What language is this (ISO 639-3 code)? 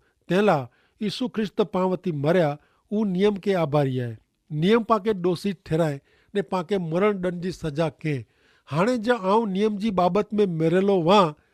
kfr